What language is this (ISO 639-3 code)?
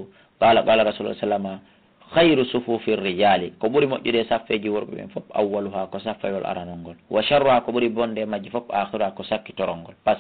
ful